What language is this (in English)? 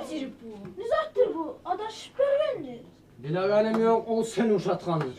Kumyk